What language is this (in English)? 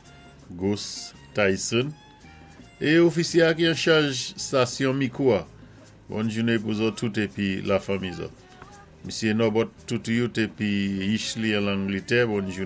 Saint Lucian Creole French